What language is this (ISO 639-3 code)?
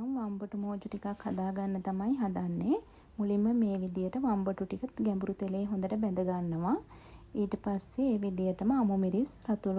sin